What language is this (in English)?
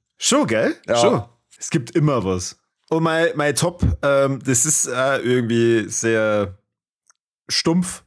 Bavarian